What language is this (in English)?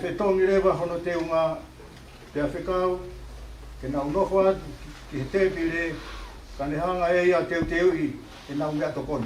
Tongan